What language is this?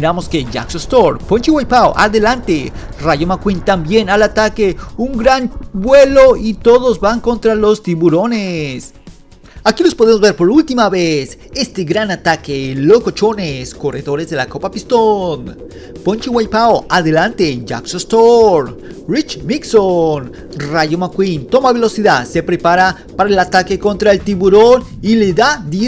Spanish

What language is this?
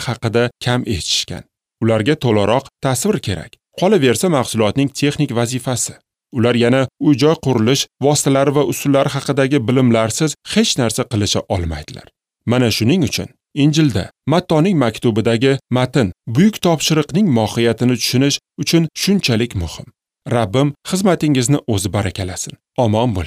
Uzbek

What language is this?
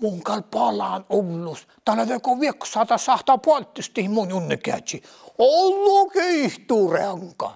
Northern Sami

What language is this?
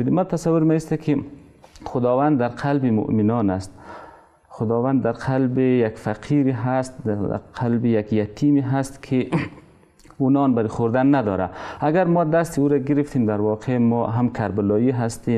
Persian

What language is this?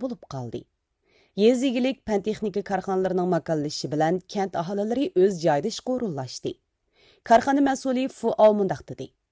Uyghur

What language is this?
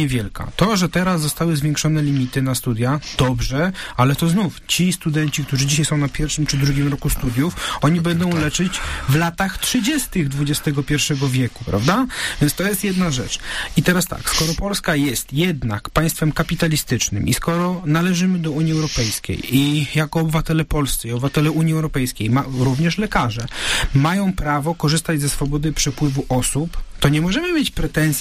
Polish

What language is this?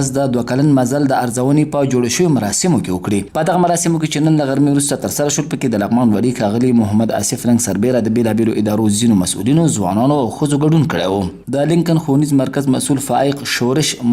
Pashto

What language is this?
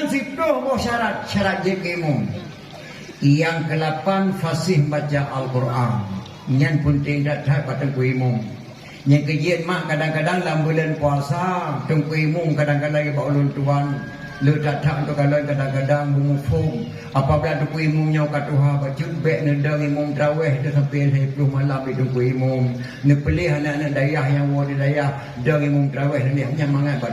Achinese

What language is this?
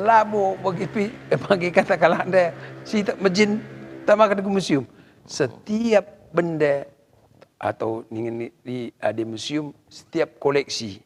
Batak Karo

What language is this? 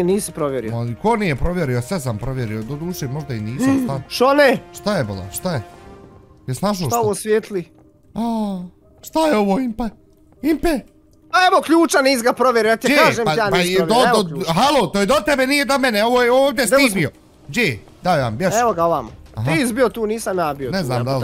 Bosnian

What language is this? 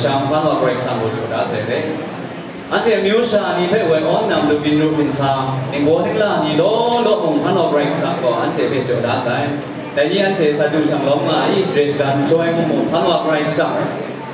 Kachin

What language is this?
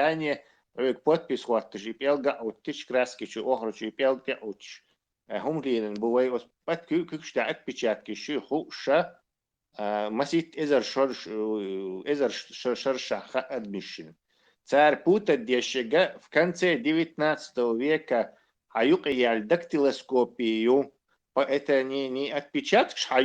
Chechen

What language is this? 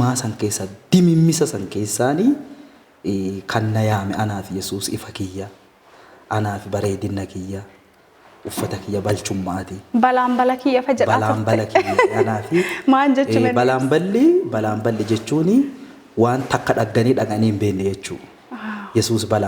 Oromo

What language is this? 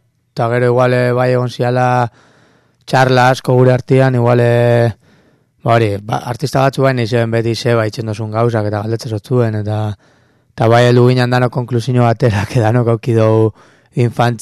Basque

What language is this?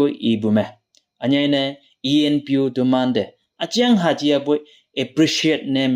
Konyak Naga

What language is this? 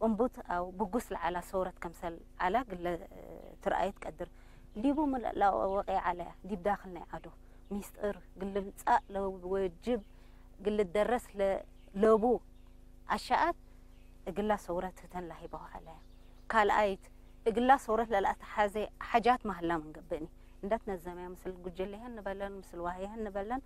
Tigre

